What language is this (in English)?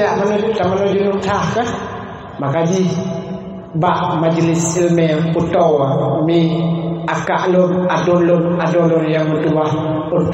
Achinese